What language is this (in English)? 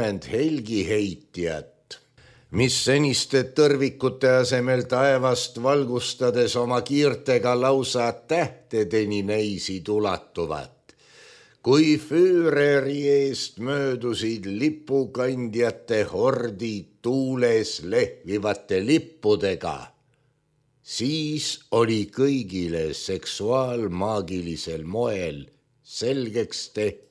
Estonian